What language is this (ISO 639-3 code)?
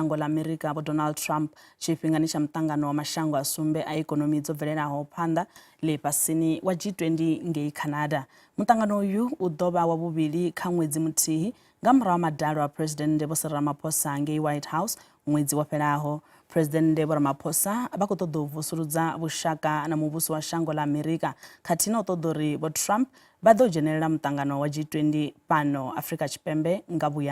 ven